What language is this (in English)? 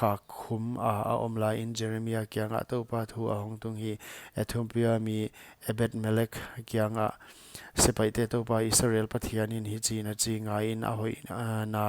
Paite Chin